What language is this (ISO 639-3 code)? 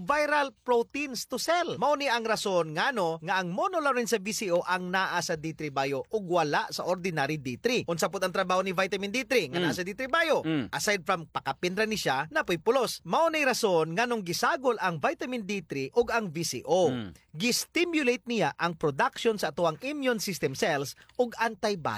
ceb